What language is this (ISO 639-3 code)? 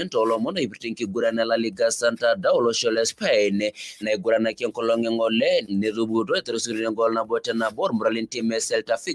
mas